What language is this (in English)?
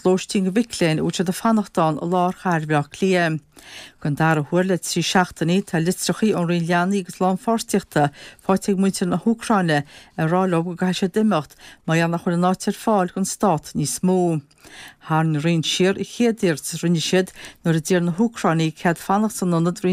Irish